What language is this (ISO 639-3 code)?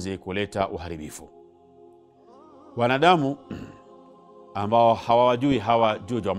swa